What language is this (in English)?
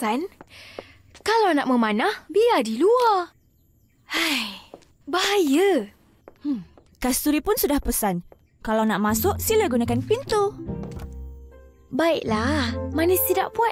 Malay